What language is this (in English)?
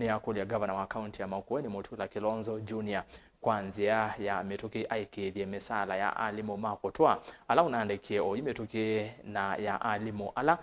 Kamba